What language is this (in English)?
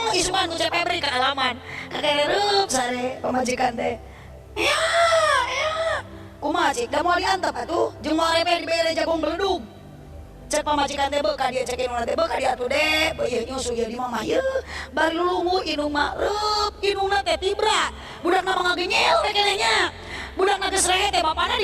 Sundanese